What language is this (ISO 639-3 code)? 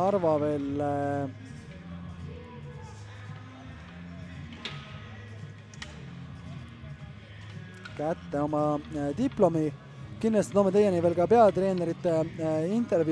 est